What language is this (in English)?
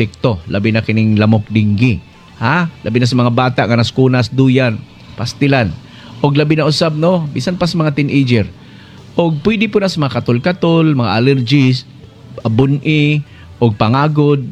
Cebuano